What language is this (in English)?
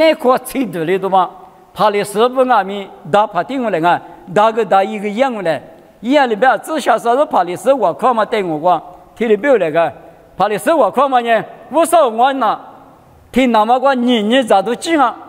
Lisu